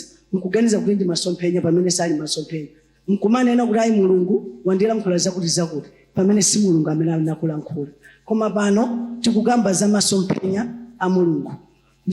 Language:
Nyanja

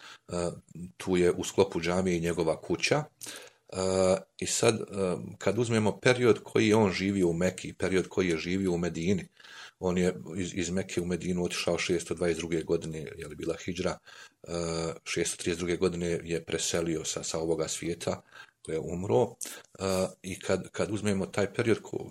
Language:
Bosnian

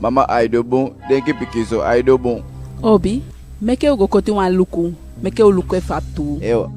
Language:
Eastern Maroon Creole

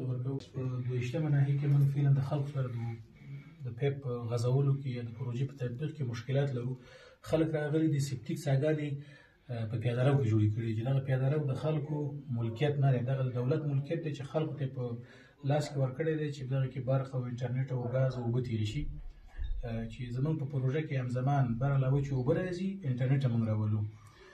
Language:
Pashto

